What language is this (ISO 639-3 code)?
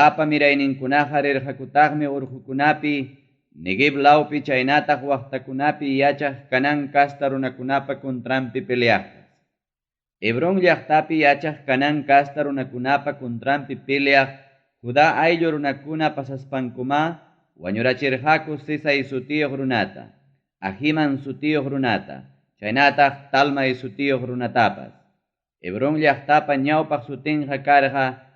quy